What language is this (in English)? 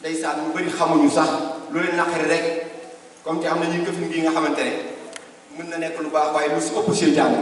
Wolof